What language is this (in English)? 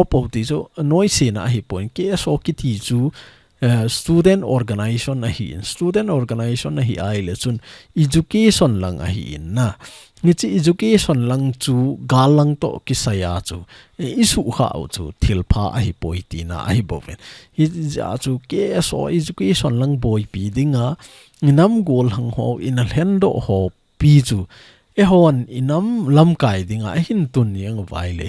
Thado Chin